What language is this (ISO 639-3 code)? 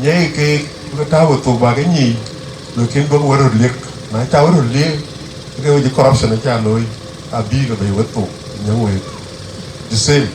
din